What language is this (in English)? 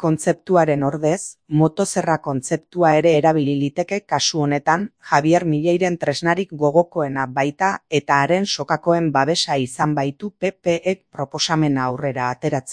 Basque